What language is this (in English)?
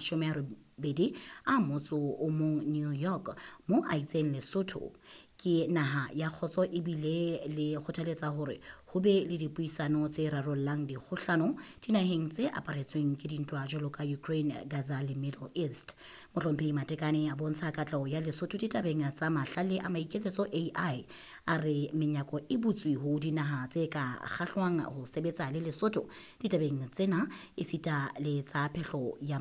Southern Sotho